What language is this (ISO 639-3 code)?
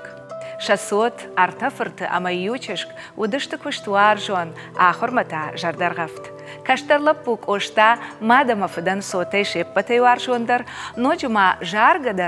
oss